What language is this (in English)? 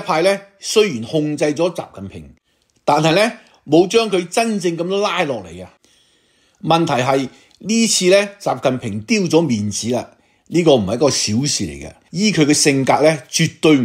Cantonese